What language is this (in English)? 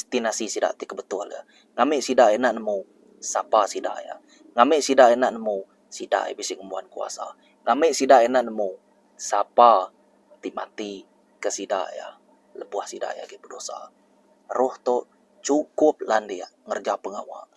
Iban